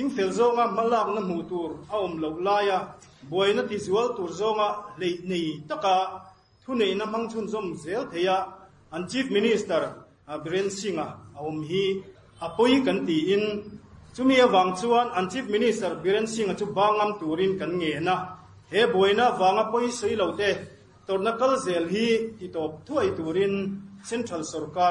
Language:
Mizo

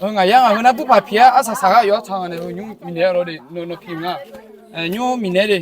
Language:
Akha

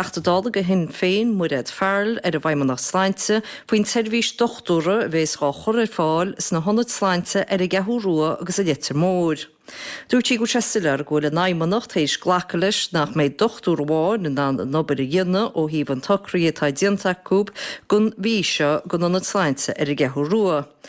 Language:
Irish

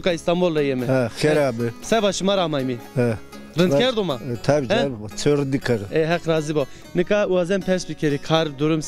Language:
Zaza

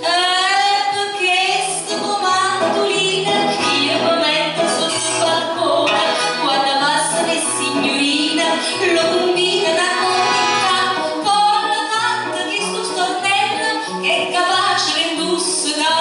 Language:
Neapolitan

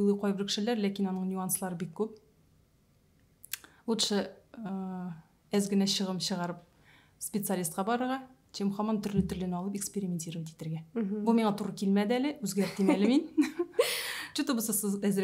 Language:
Tatar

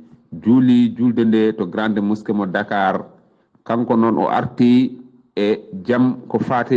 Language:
Fula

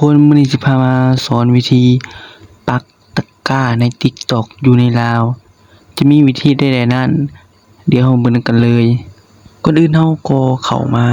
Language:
Lao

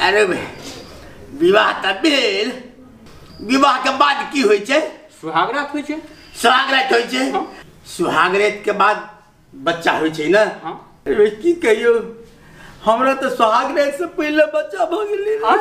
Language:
Maithili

